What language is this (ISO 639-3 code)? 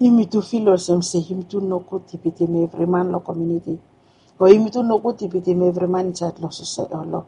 bis